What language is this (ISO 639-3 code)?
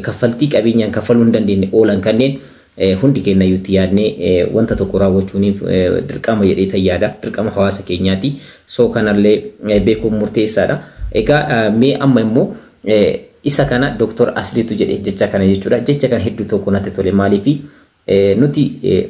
orm